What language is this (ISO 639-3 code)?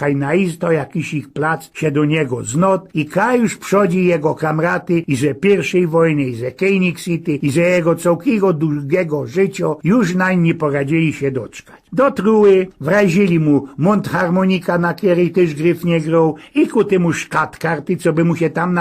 szl